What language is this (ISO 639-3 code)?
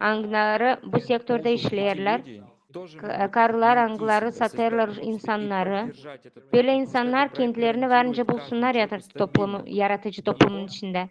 gag